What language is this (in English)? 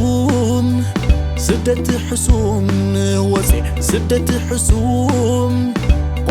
Tigrinya